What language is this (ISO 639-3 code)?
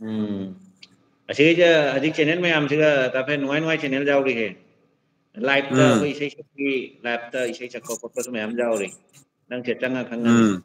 mni